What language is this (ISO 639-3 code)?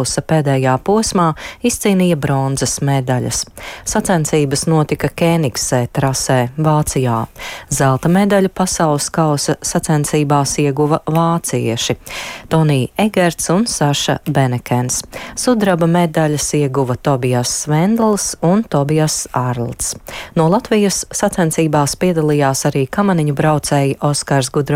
lav